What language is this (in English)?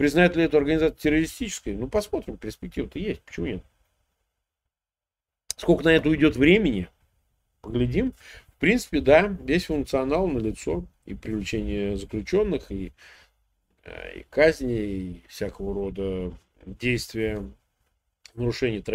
Russian